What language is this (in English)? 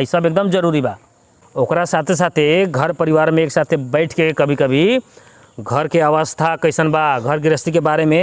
Bhojpuri